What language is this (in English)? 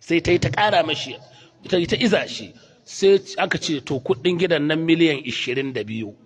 Hausa